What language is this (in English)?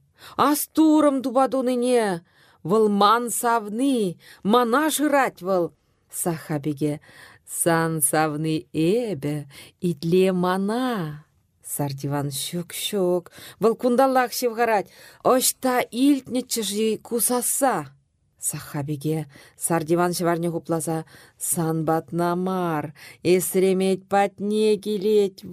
Chuvash